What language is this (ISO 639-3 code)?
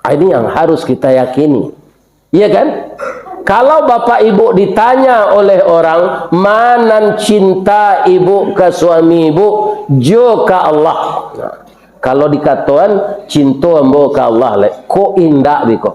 min